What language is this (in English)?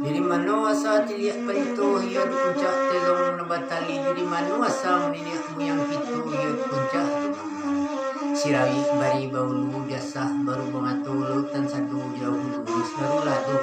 Minangkabau